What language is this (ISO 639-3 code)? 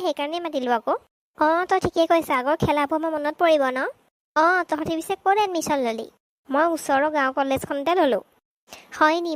asm